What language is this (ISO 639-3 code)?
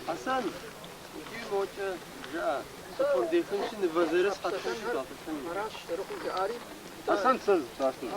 kbd